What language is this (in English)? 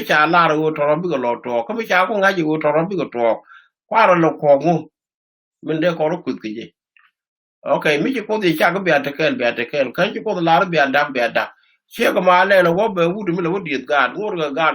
Nuer